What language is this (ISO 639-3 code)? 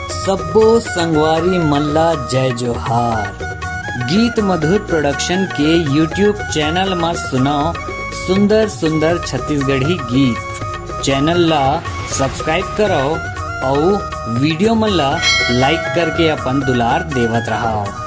hne